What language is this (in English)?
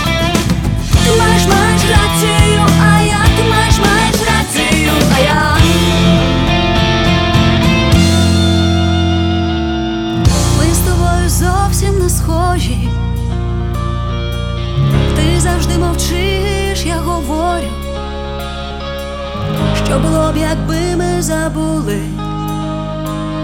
Ukrainian